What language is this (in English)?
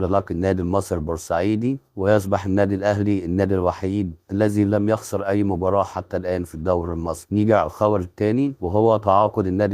Egyptian Arabic